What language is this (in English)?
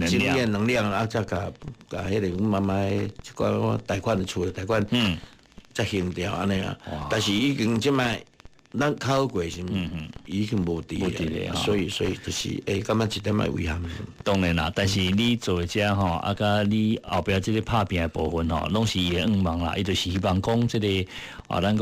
Min Nan Chinese